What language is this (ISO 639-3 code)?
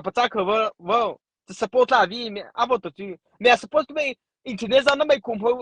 mrh